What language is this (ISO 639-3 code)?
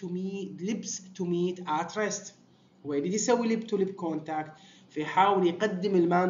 acm